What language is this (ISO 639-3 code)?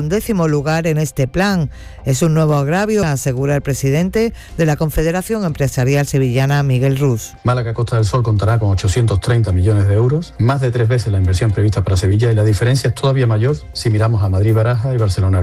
spa